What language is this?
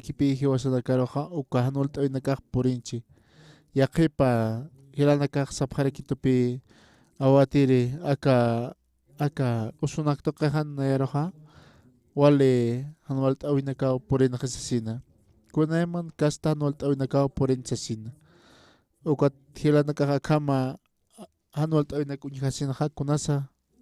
Aymara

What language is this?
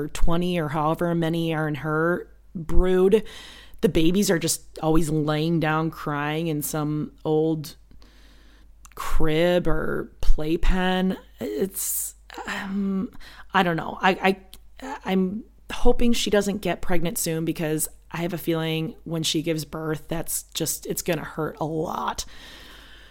English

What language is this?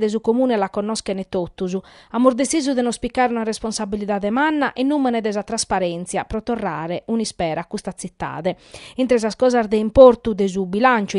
Sardinian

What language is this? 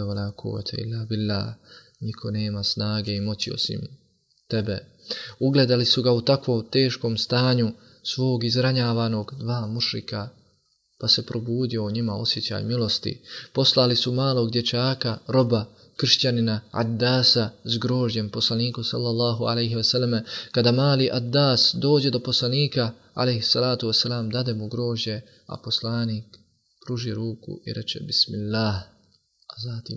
Bosnian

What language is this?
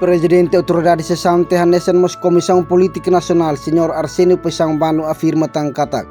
Tetum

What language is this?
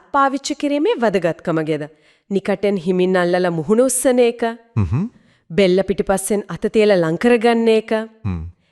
Sinhala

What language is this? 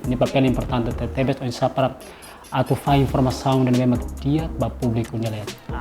Tetum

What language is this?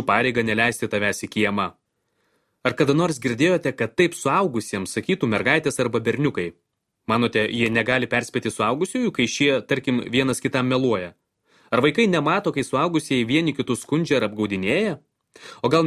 Lithuanian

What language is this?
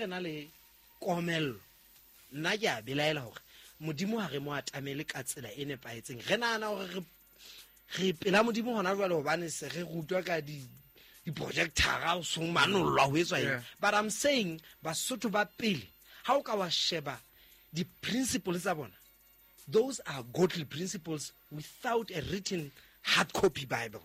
Southern Sotho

